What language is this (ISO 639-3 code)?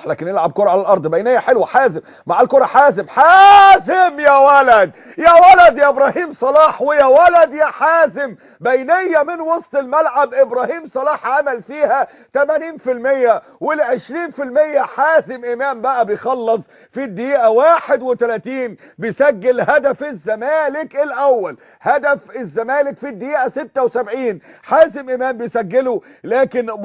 arz